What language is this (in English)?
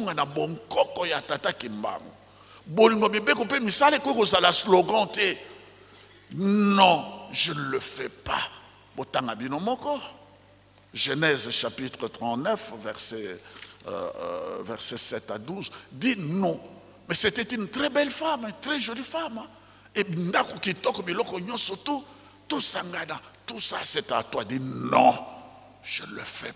Lingala